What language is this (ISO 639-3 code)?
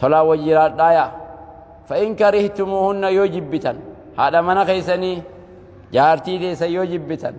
orm